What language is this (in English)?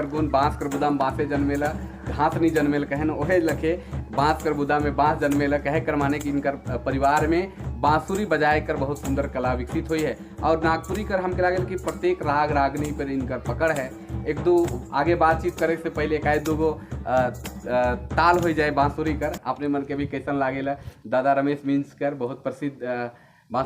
Sadri